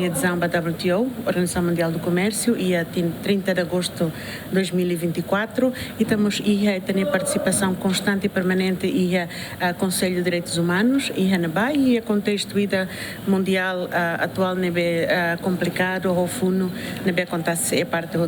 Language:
Tetum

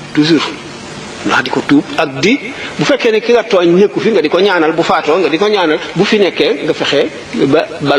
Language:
Wolof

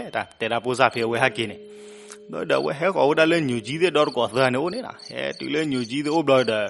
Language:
S'gaw Karen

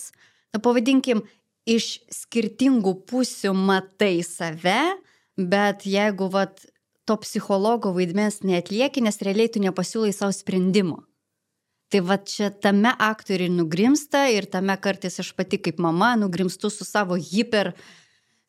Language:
Lithuanian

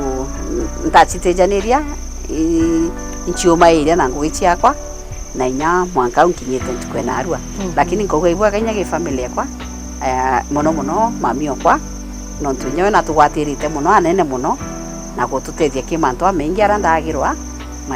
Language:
Meru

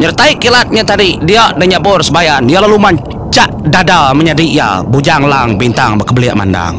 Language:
Iban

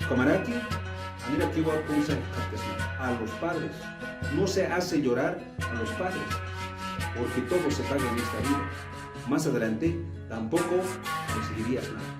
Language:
Aymara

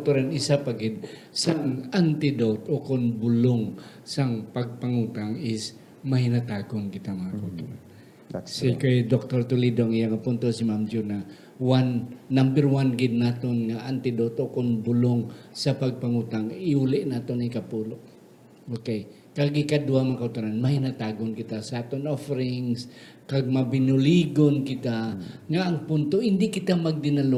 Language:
Hiligaynon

